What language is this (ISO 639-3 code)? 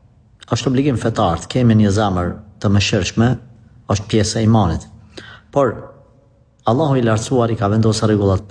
sqi